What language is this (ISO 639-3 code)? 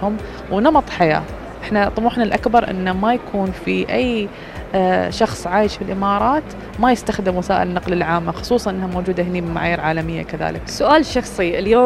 afb